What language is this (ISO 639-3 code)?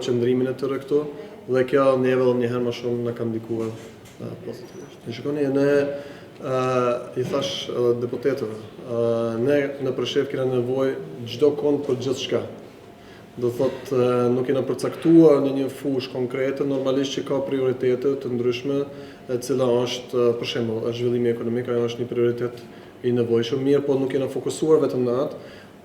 sqi